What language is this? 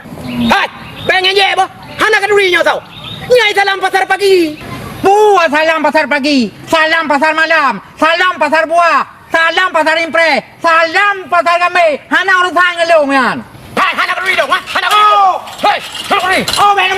Achinese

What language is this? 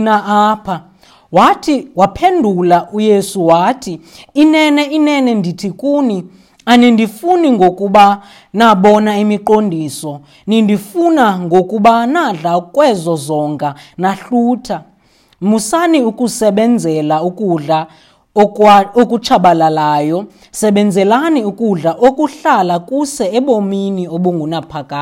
Xhosa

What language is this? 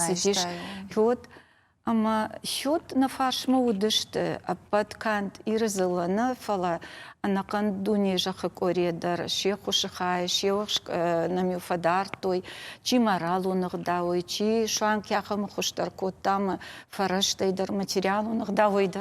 Ossetic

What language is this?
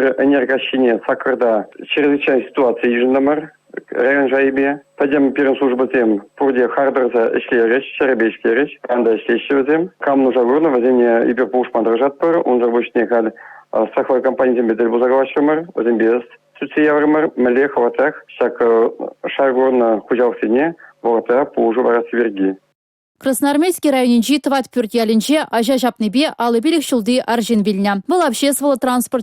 Chuvash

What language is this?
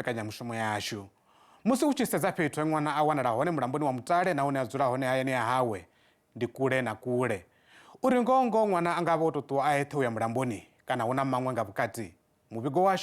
Venda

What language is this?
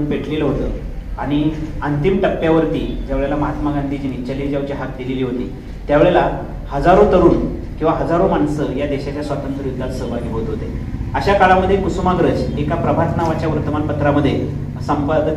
Marathi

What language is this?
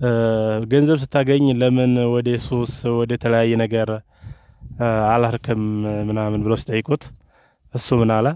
Amharic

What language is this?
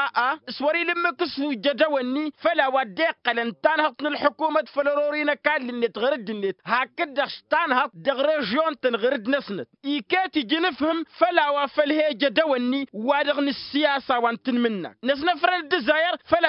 Tamasheq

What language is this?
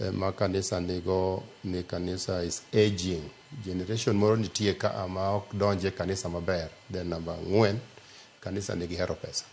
Luo (Kenya and Tanzania)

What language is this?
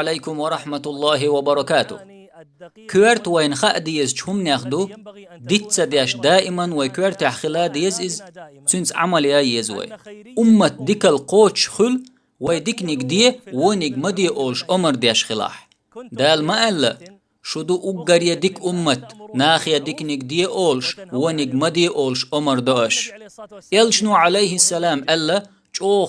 Chechen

